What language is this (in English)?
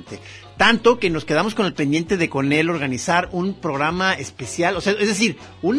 Spanish